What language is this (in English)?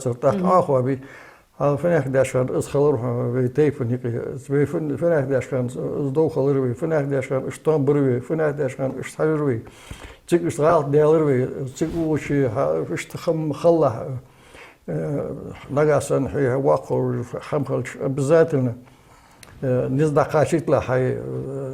Ingush